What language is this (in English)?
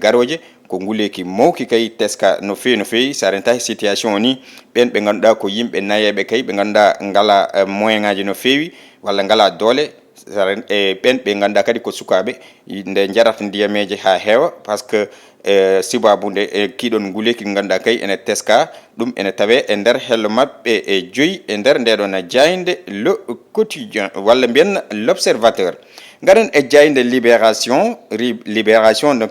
Fula